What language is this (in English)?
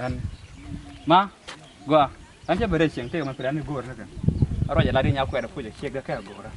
Nuer